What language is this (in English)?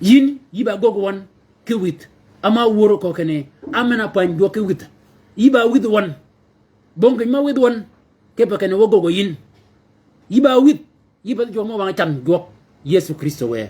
Shilluk